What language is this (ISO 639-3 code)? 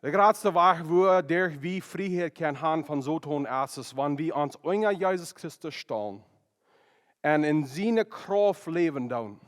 pdt